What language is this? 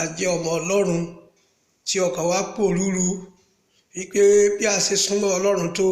Yoruba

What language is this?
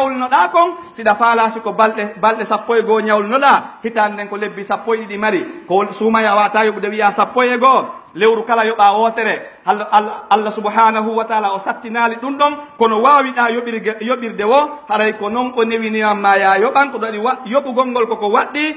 Pular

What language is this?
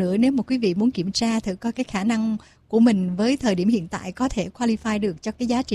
Vietnamese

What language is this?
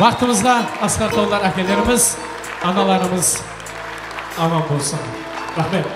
Kara-Kalpak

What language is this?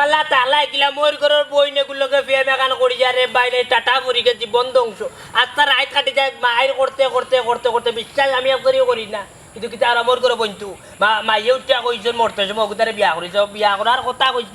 Sylheti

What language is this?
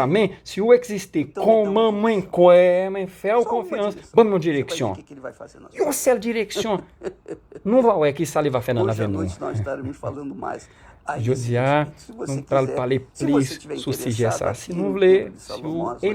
Haitian Creole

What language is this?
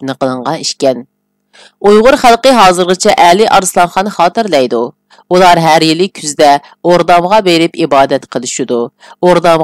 Uyghur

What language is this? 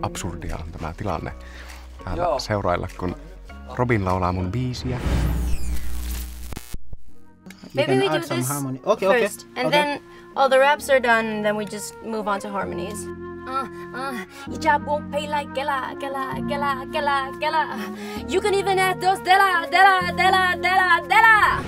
Finnish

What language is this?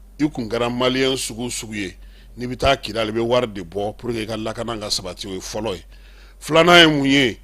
Bambara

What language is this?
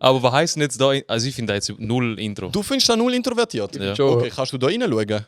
Swiss German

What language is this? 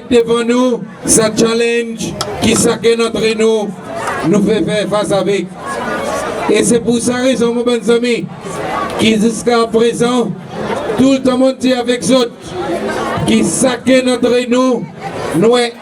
Seselwa Creole French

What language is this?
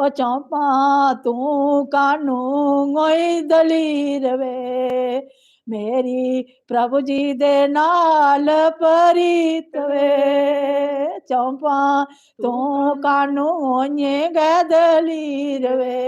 Dogri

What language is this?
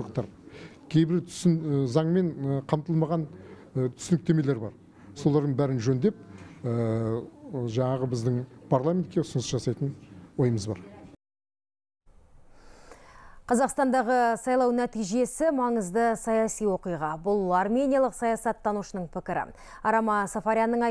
Kazakh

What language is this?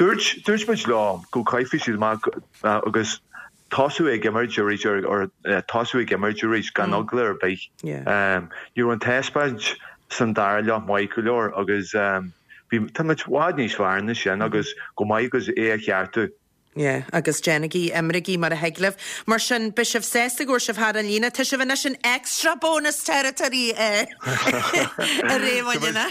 Irish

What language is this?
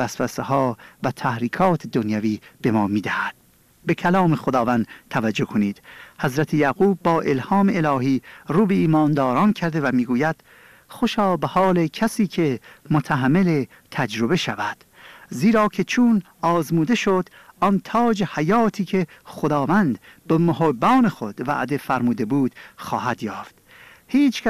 Persian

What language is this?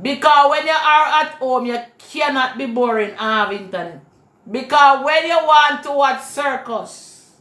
Jamaican Creole English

